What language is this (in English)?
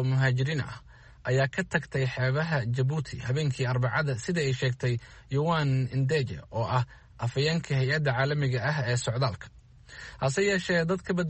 Somali